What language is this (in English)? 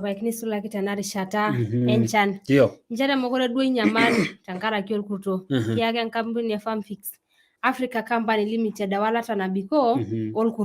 Masai